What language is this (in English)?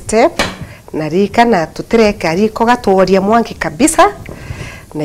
Meru